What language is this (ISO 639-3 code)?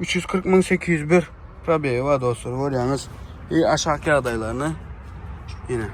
tuk